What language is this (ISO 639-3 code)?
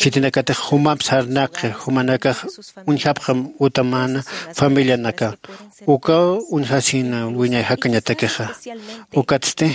aym